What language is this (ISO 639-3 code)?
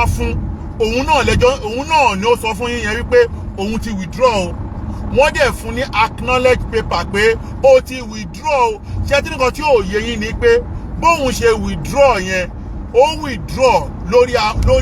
yor